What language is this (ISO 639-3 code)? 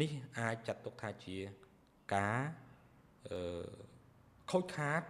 khm